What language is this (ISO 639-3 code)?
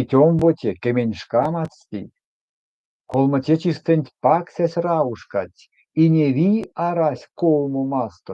myv